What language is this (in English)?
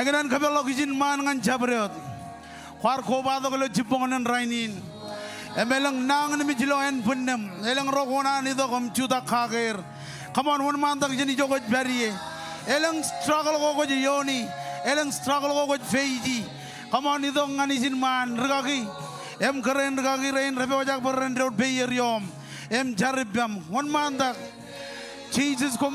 Marshallese